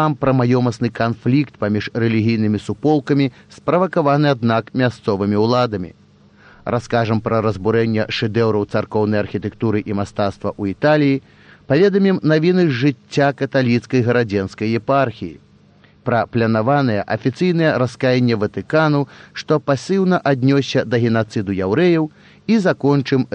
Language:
Belarusian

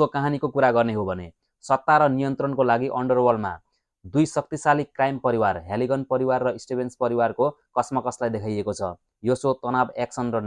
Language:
Nepali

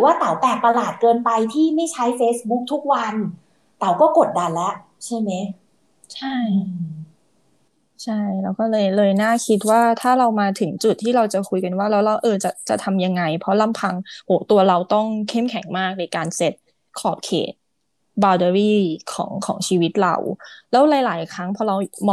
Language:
Thai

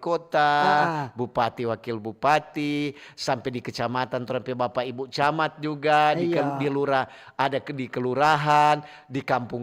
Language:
Manado Malay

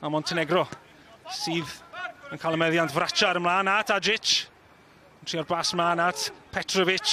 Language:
Welsh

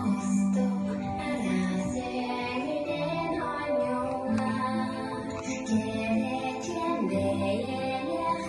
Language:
Yakut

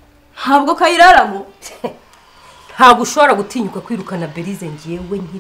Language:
Kinyarwanda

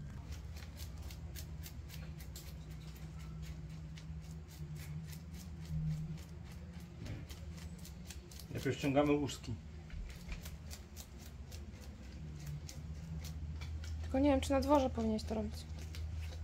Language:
Polish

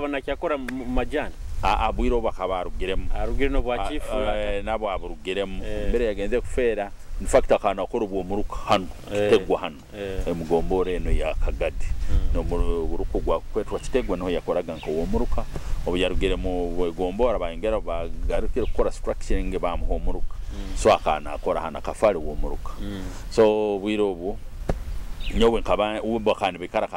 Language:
Nyoro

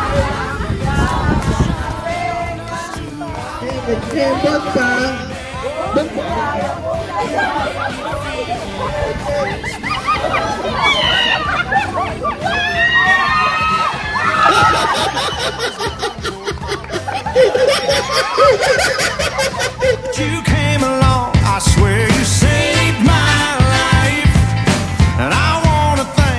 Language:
English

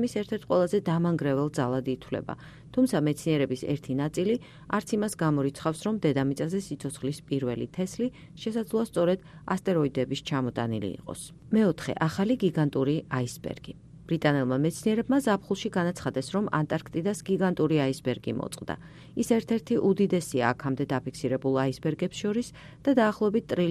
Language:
Georgian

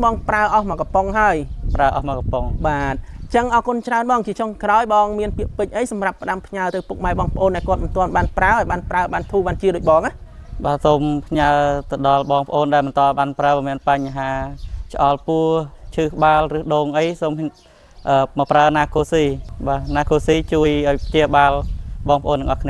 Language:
Khmer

